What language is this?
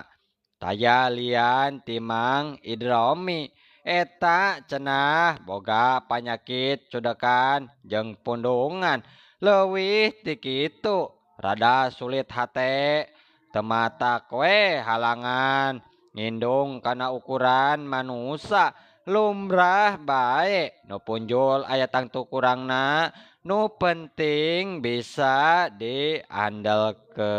Sundanese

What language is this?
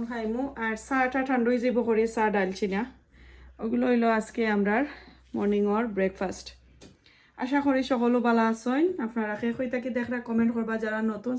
Sylheti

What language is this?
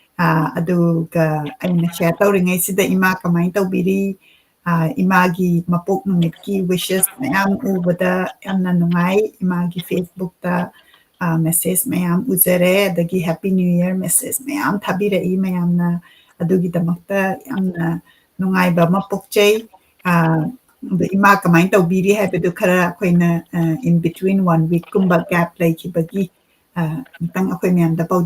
Manipuri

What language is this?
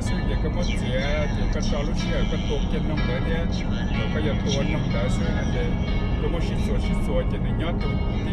Hmong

